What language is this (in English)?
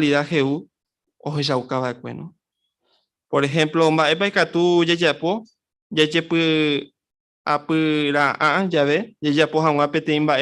Guarani